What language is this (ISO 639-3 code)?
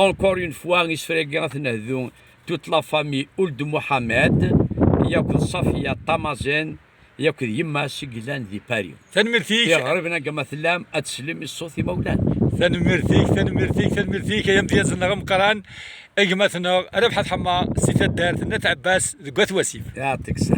kab